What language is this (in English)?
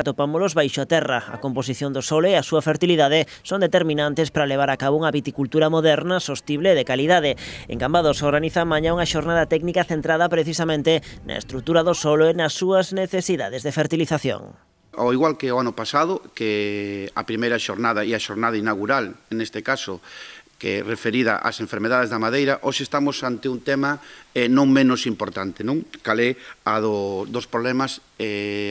Galician